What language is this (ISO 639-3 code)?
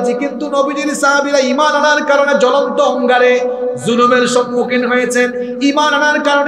ben